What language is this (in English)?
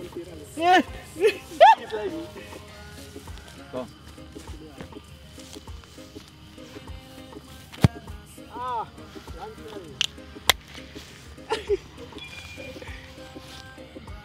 Indonesian